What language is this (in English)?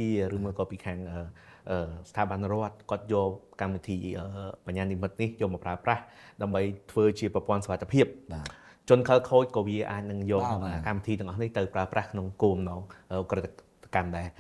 Khmer